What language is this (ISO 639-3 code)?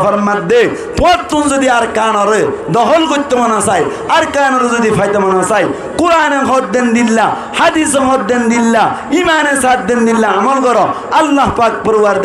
rhg